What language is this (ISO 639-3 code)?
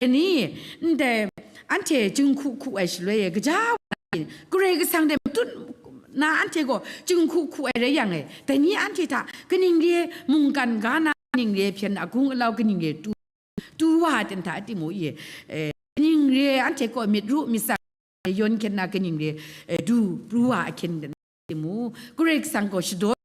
kac